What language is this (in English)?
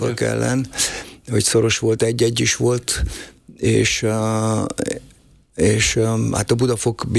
Hungarian